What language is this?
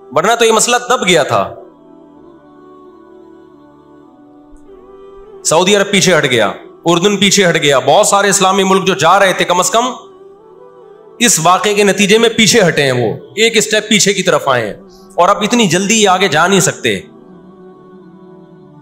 Urdu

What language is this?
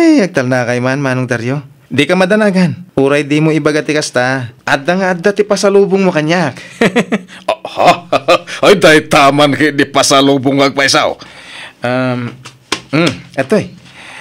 Iloko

